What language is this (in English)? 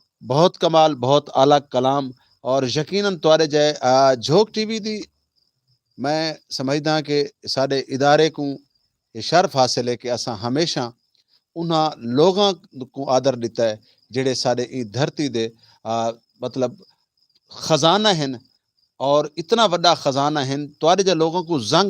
Saraiki